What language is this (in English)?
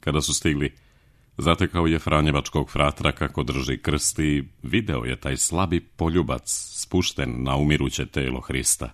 Serbian